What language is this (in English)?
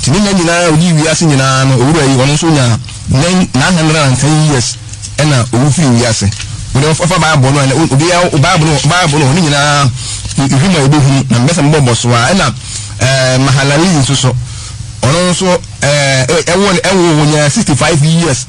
Akan